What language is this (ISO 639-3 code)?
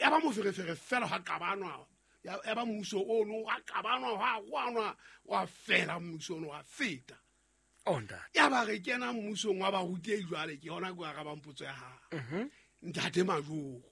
sot